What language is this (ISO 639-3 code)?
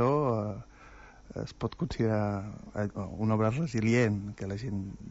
cat